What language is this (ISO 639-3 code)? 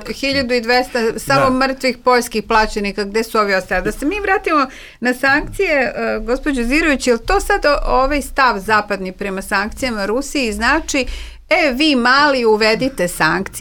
srp